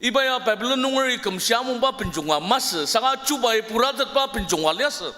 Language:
Ao Naga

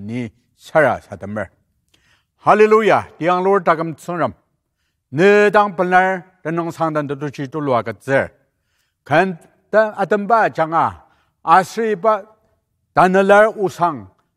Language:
Ao Naga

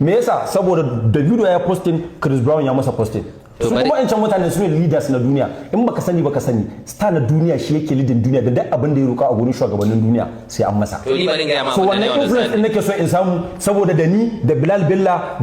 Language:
Hausa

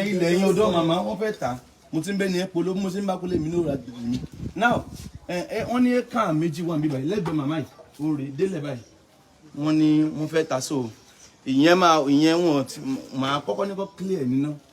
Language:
Yoruba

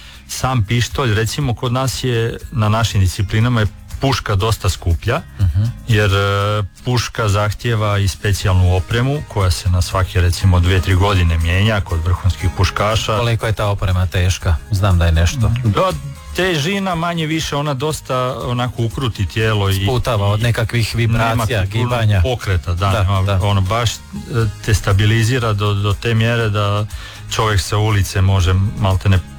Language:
Croatian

